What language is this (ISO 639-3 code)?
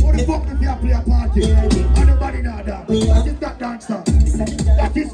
jam